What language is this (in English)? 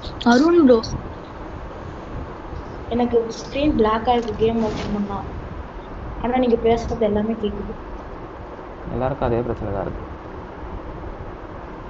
Tamil